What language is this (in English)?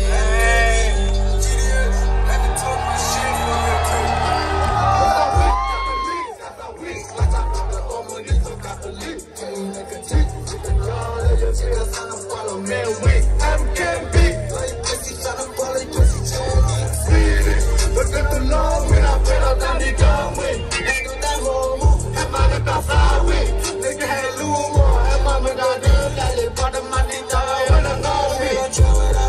English